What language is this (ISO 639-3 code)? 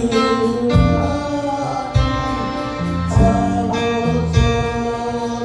ven